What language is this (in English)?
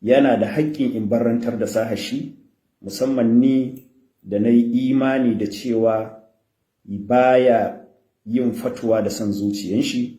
Hausa